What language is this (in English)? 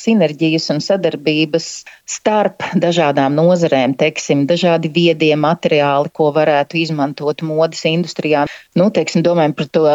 Latvian